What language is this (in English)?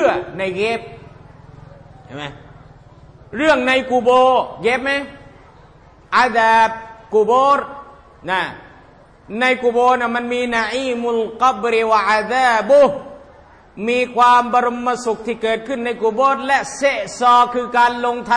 Thai